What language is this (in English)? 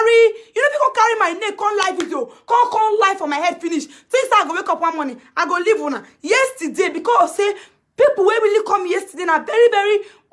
Nigerian Pidgin